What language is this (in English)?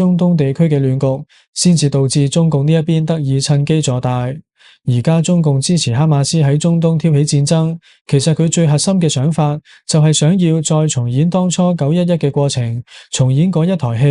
Cantonese